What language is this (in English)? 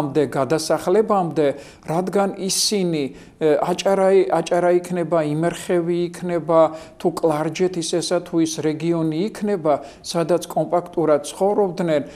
Georgian